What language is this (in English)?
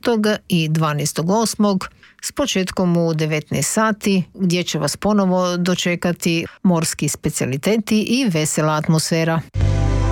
Croatian